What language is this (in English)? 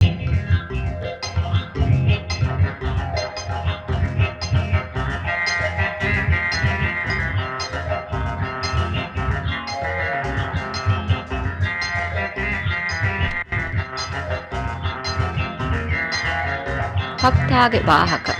Divehi